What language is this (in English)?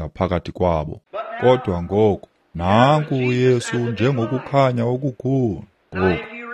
Xhosa